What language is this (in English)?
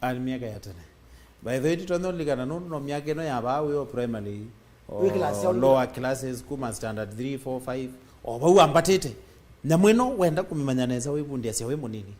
Kamba